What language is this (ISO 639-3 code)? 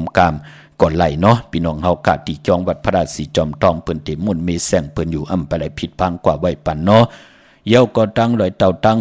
shn